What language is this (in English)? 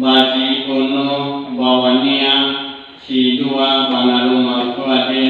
Nias